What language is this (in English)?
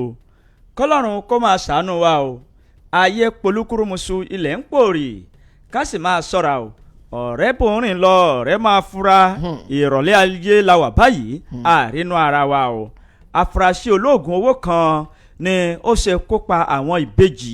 Yoruba